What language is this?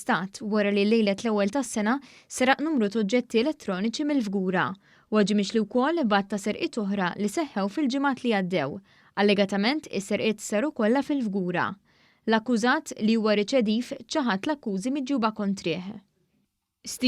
Maltese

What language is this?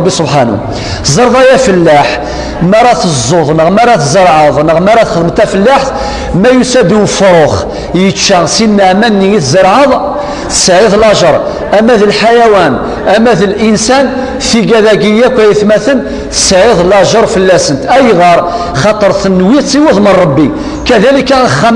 Kabyle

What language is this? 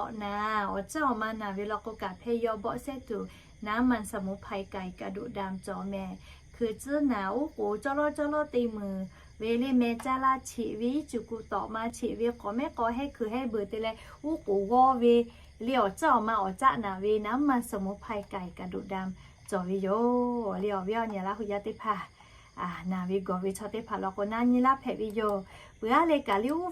Lahu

